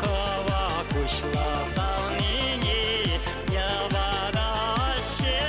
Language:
Chuvash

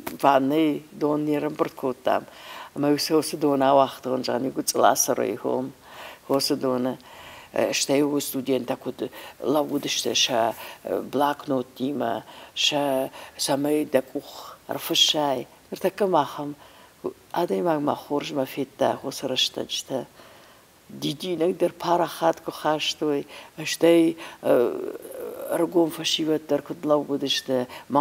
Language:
Ossetic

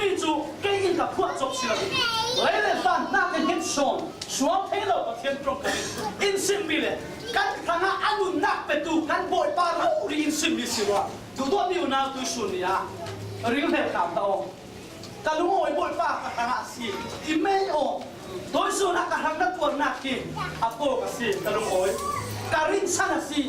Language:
Falam Chin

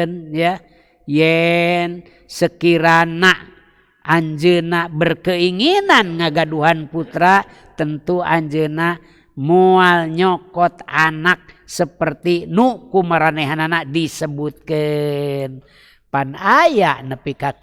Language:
Sundanese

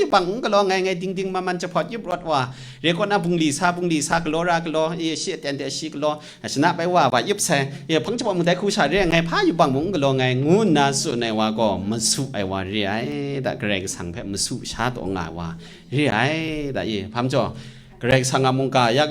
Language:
Kachin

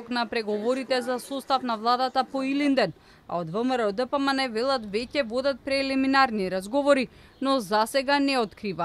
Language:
Macedonian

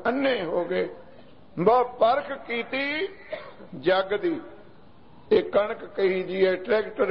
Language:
Punjabi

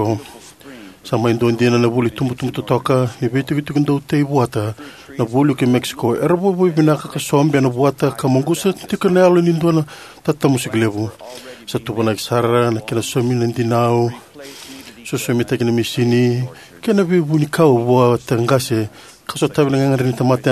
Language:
Fijian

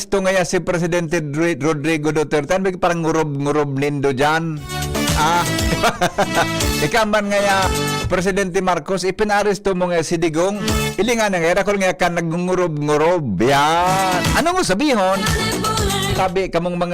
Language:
Bikol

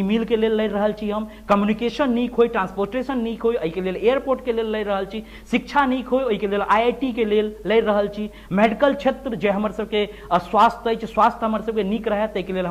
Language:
Maithili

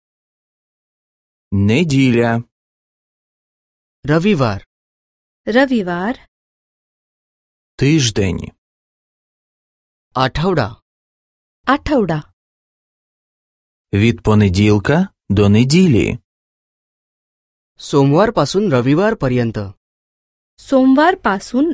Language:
Marathi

